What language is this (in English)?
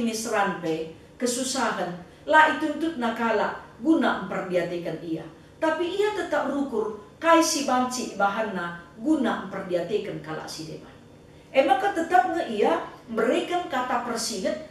Batak Karo